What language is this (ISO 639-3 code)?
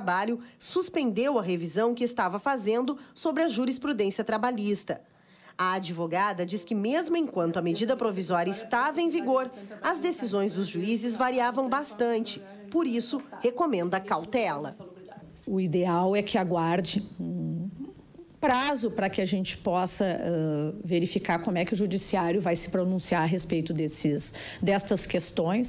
por